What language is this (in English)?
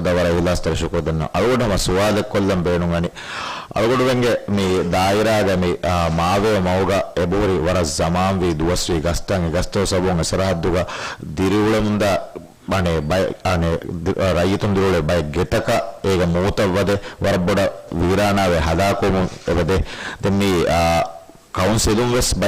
Divehi